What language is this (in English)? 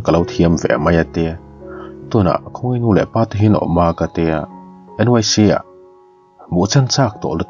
Mizo